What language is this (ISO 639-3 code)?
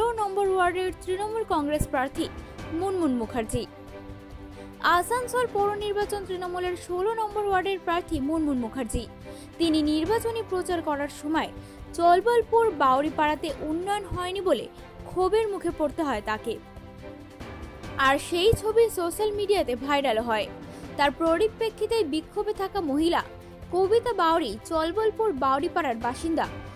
ben